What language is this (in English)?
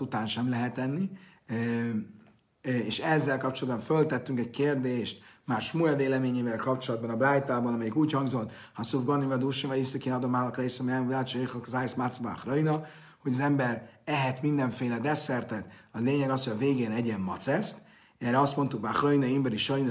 Hungarian